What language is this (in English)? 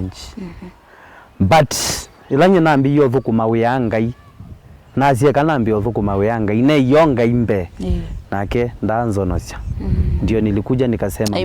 Kamba